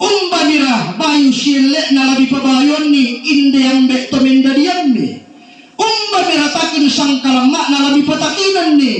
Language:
Toraja-Sa'dan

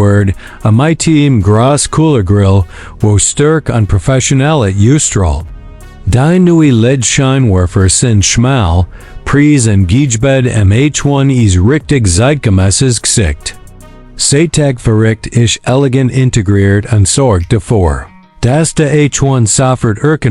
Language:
Swiss German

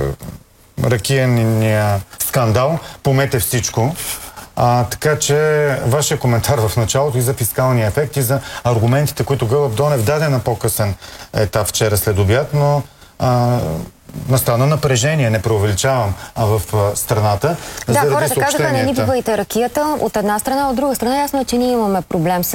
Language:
Bulgarian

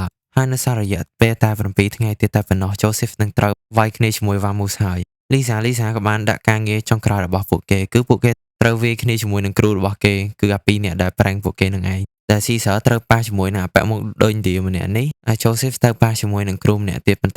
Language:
Khmer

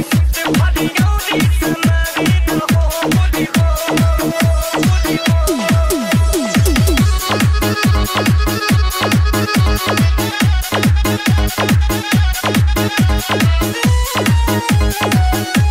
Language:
Bhojpuri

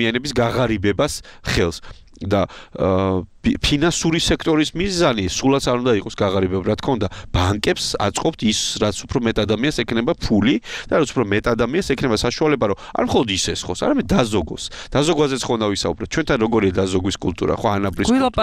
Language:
Georgian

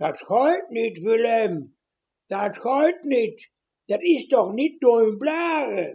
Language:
Westphalien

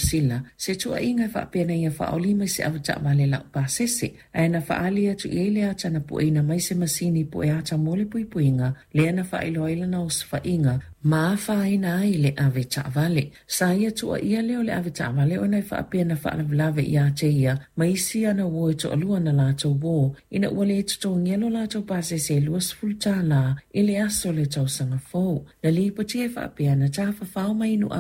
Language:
Samoan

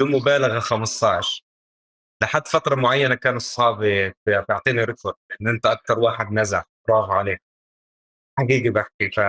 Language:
North Levantine Arabic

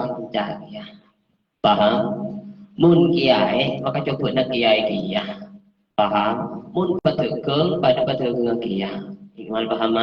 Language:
Madurese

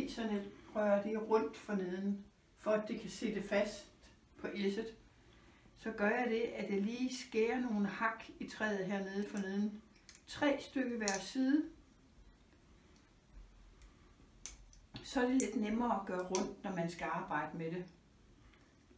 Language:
Danish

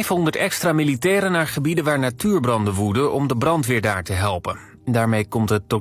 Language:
Dutch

